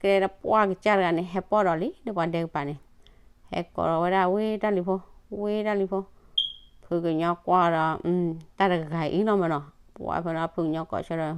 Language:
S'gaw Karen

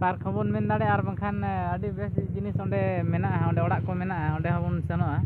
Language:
Santali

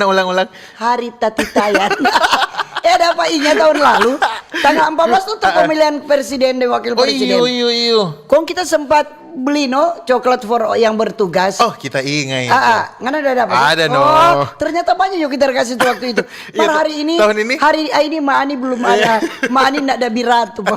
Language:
Manado Malay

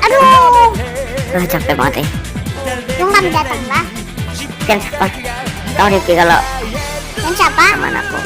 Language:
Banjar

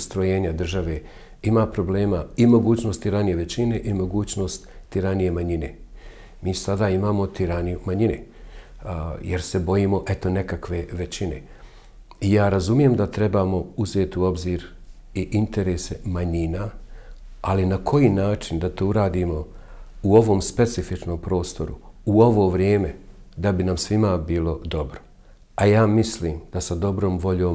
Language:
Bosnian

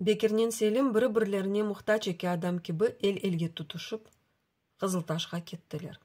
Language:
Crimean Tatar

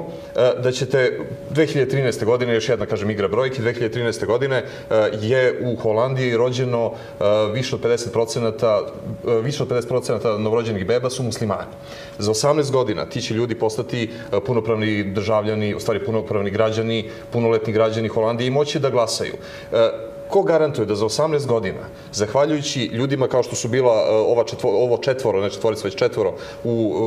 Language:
Serbian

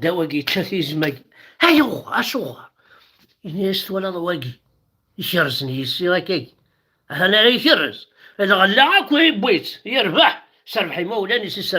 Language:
Kabyle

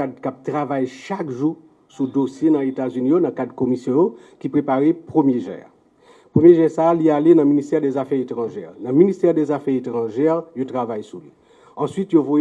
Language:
Haitian Creole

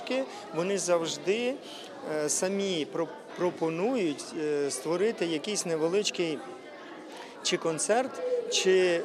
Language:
Ukrainian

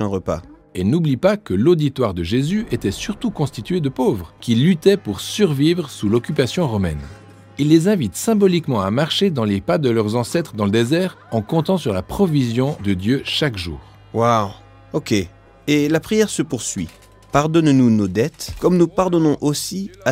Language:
French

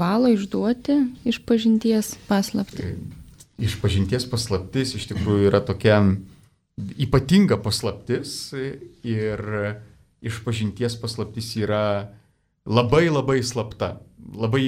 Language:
Lithuanian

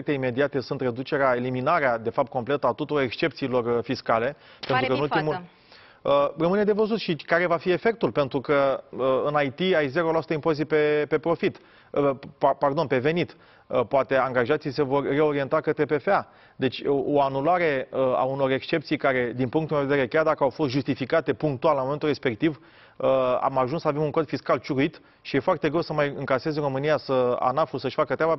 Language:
Romanian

